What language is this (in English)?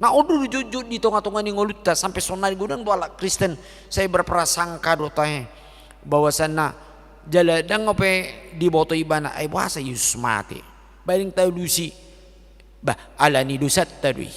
Batak Toba